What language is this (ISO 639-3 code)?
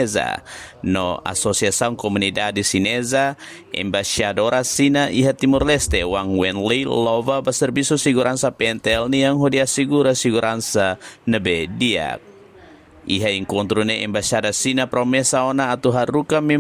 tet